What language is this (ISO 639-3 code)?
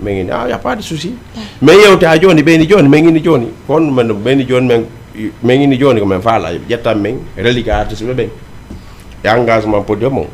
ful